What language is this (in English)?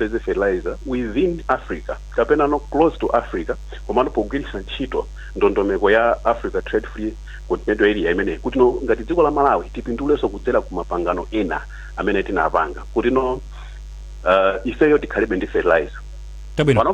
Nyanja